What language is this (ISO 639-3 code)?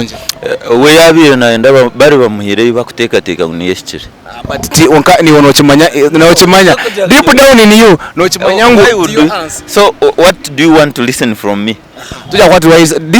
nyn